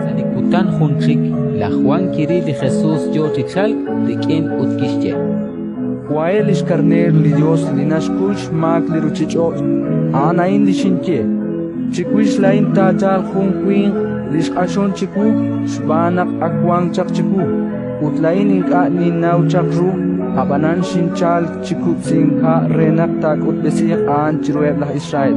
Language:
Kekchí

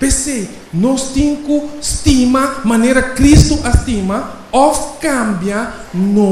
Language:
Papiamento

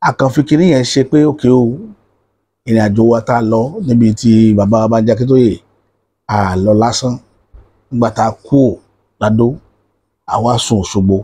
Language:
Yoruba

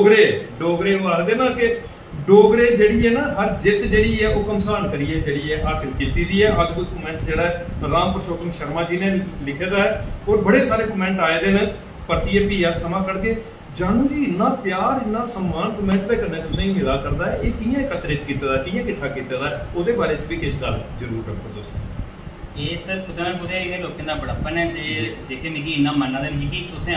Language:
Dogri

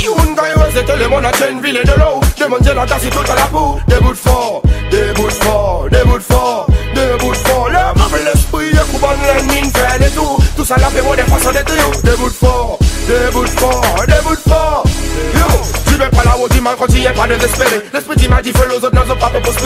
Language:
Seselwa Creole French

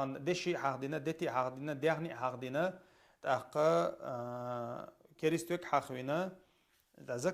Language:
Chechen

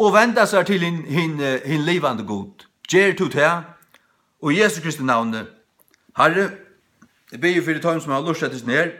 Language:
Faroese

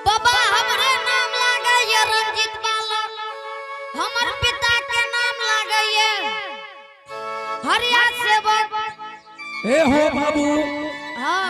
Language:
Angika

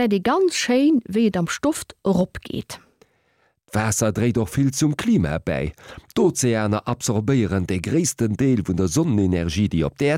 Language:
Luxembourgish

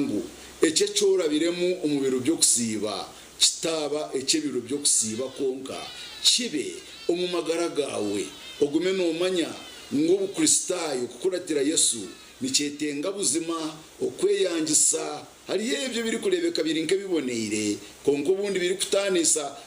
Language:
Nyankole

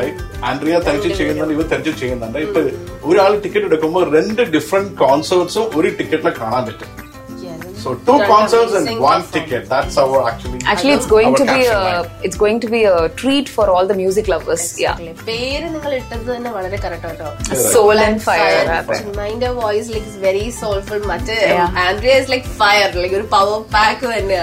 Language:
Malayalam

